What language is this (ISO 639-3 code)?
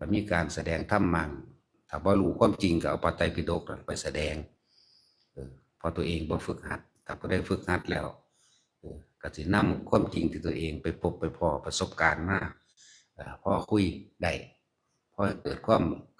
tts